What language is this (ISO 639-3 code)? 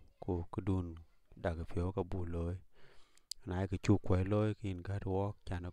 din